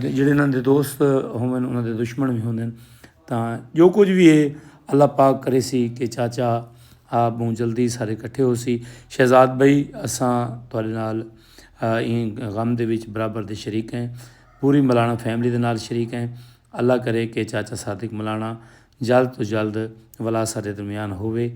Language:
Saraiki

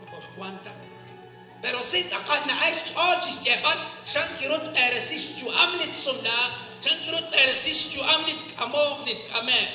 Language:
Kekchí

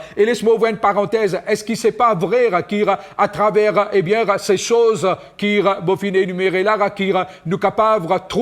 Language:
Morisyen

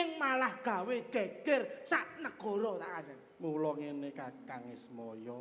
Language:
Javanese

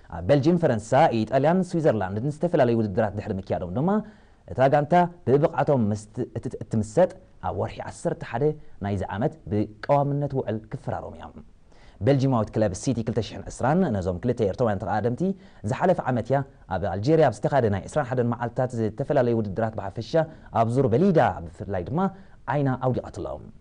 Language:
Tigrinya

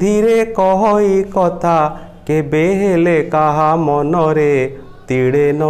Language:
Odia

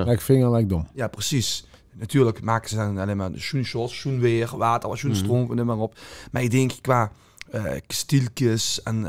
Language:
Limburgish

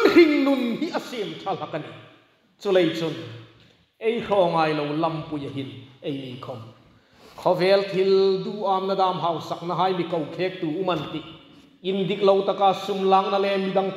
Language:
Hmar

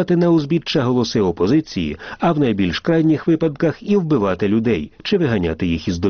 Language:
Ukrainian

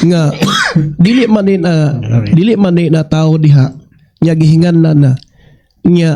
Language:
Cebuano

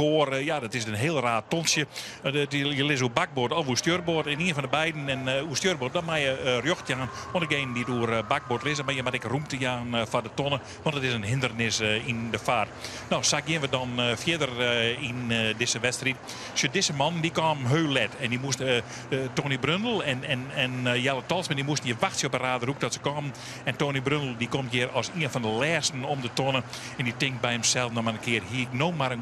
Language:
Western Frisian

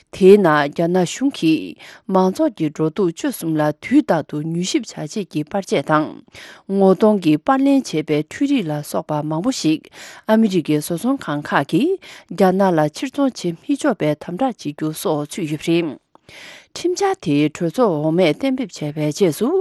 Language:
Tibetan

